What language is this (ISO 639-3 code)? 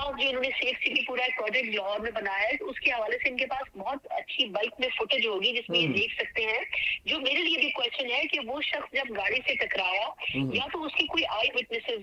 urd